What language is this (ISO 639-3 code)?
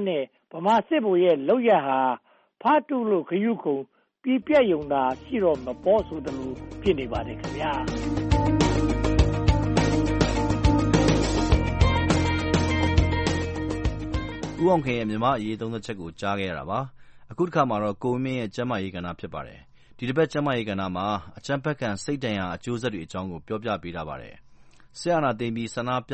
mya